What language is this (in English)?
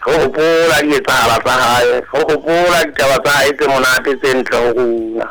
Southern Sotho